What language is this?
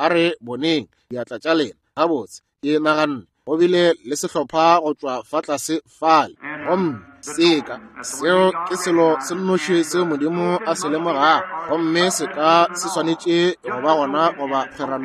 Northern Sotho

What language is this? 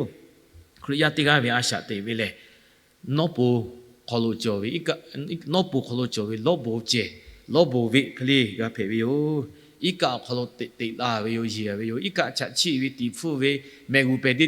Lahu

